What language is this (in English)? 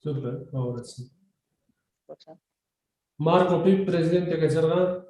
South Bolivian Quechua